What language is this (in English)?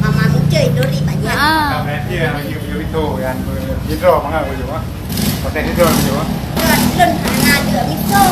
Achinese